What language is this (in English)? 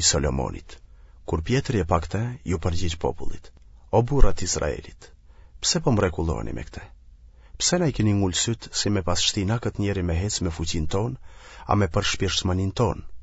Albanian